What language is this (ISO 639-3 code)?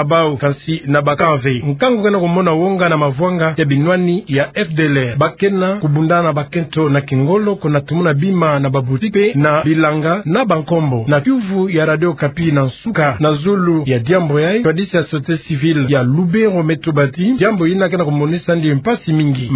ktu